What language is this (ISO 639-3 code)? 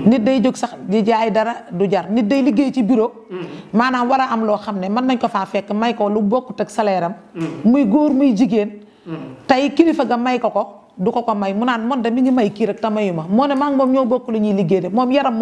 wol